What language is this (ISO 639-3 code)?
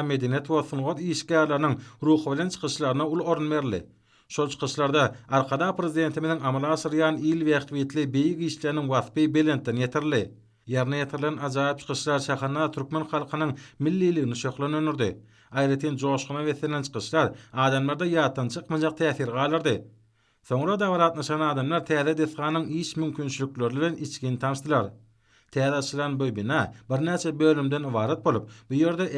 tuk